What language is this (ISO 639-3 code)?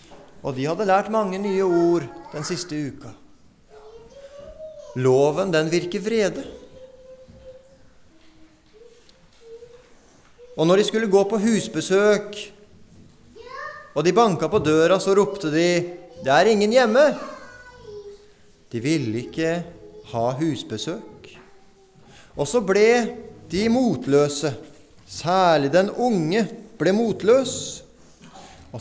nor